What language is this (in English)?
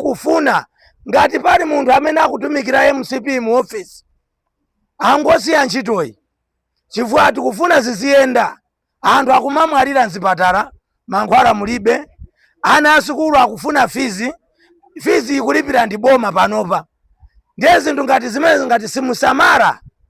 Nyanja